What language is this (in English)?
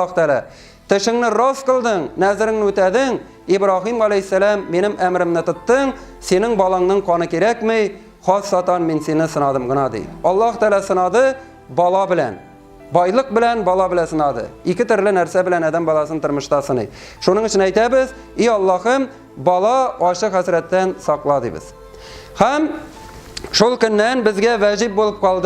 Tatar